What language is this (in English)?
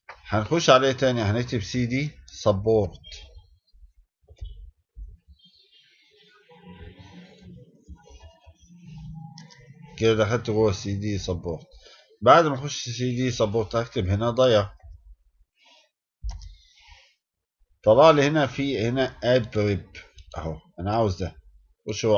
Egyptian Arabic